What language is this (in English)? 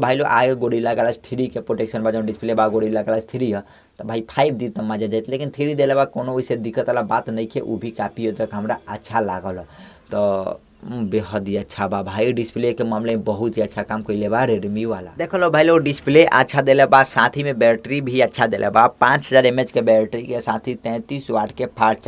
Bhojpuri